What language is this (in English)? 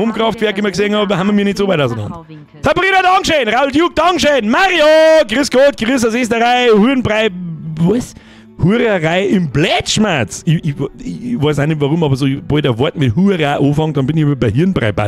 Bavarian